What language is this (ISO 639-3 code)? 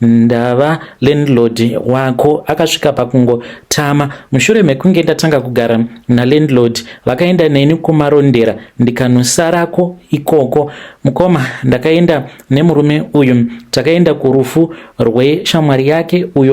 sna